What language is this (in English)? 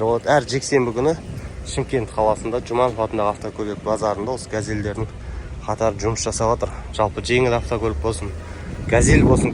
Kazakh